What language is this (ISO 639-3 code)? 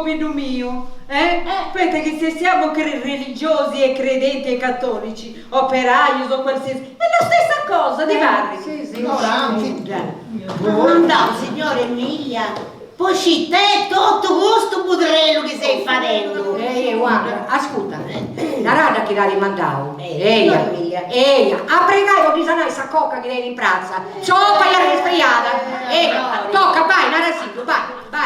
srd